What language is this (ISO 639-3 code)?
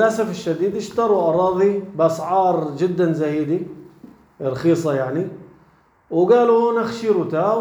apc